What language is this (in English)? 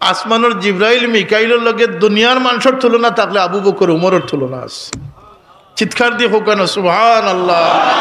Sylheti